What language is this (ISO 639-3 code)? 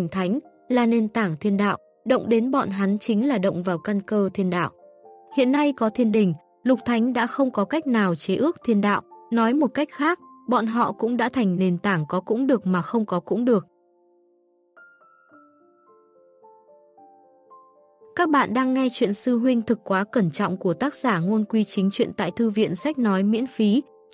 vie